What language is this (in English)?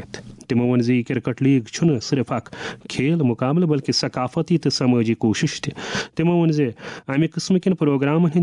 Kashmiri